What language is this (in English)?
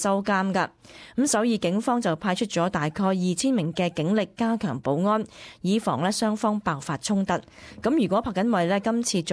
Cantonese